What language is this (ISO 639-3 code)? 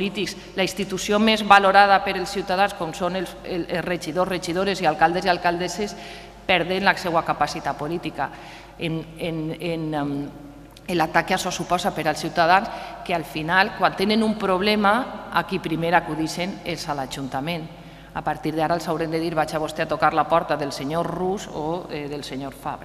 cat